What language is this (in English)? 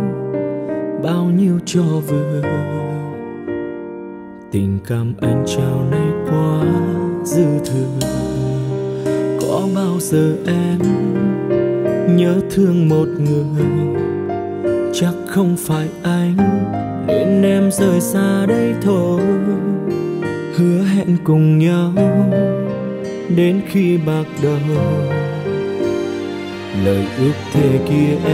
Vietnamese